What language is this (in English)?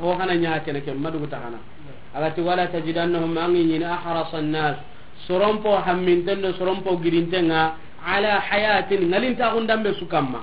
Soninke